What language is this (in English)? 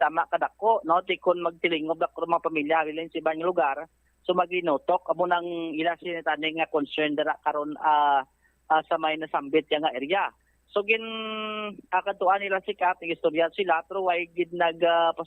Hiligaynon